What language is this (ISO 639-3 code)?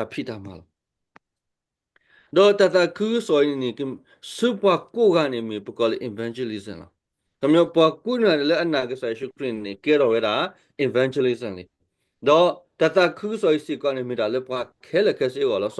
ksw